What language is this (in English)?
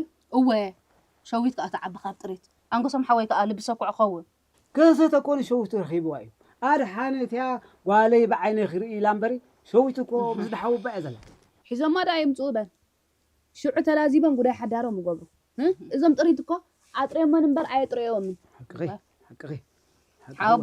Tigrinya